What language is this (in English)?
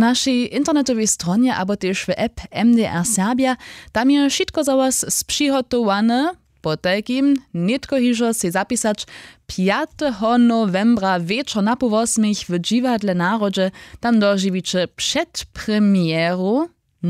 Upper Sorbian